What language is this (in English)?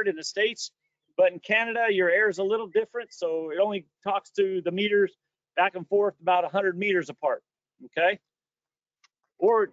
English